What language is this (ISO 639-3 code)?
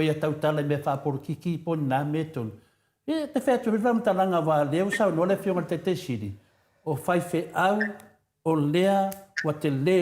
smo